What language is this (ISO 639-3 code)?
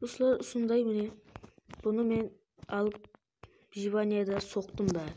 kaa